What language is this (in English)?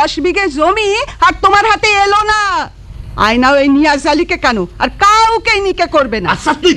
Bangla